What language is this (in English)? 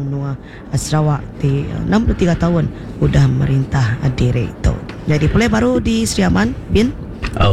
Iban